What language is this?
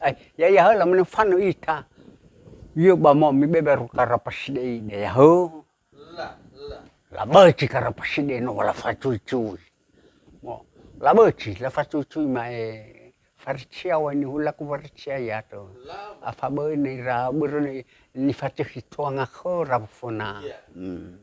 Nias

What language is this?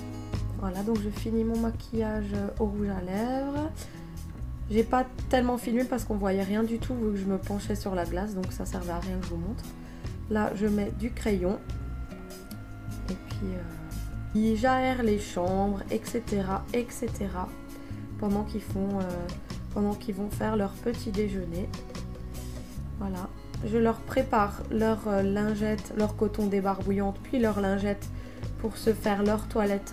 French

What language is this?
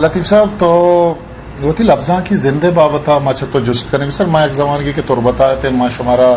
Eastern Balochi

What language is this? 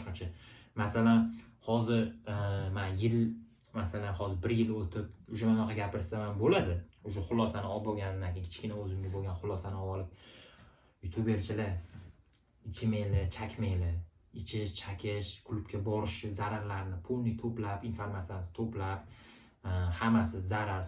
Uzbek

